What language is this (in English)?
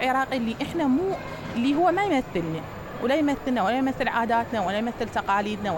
Mesopotamian Arabic